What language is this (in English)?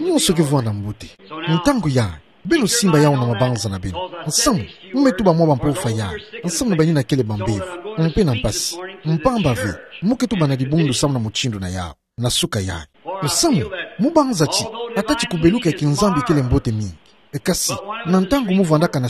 Kituba (Democratic Republic of Congo)